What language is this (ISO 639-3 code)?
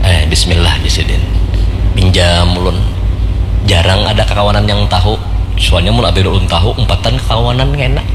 bjn